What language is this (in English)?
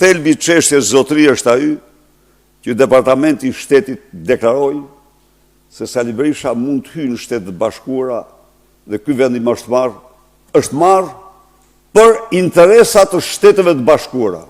Albanian